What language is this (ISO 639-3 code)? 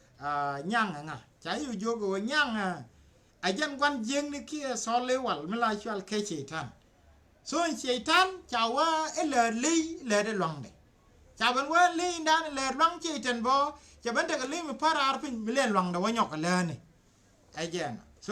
nus